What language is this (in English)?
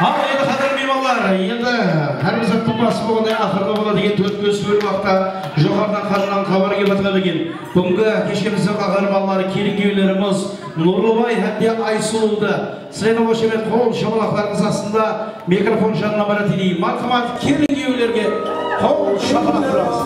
Kara-Kalpak